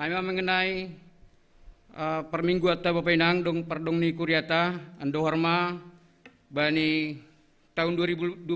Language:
Batak Simalungun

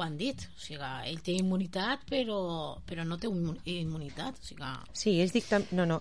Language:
Catalan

